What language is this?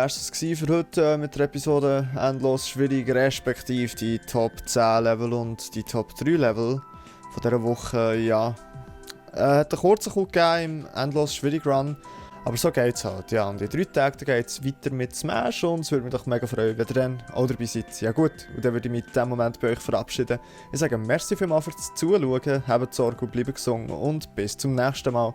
Swiss German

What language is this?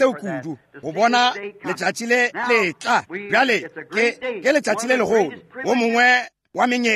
Northern Sotho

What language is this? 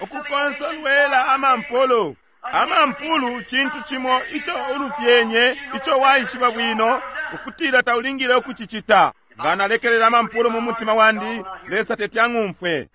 Bemba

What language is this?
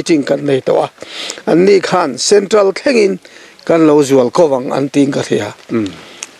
Mizo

